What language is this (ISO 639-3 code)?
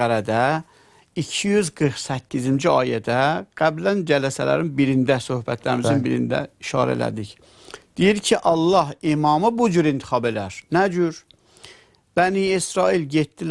aze